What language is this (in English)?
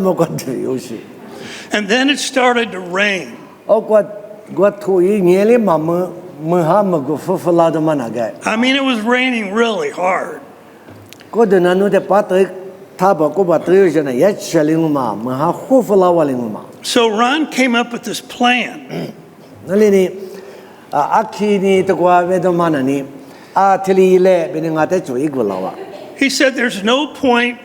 Lisu